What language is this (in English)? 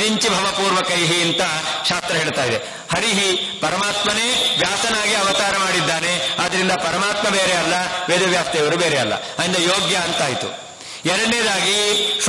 Kannada